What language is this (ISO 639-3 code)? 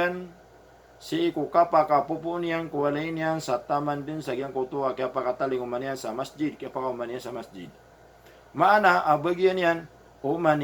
mrw